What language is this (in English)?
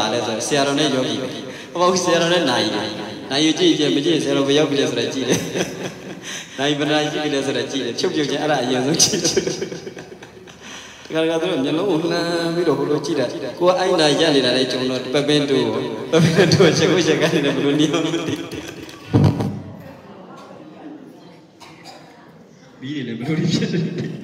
Burmese